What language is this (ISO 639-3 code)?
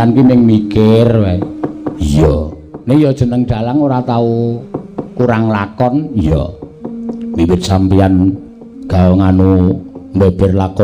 jav